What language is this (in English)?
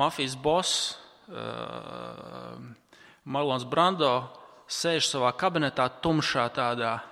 Latvian